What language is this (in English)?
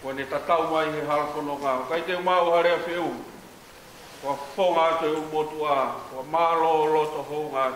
Tongan